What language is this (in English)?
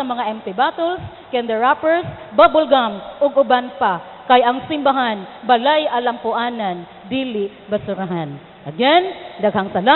Cebuano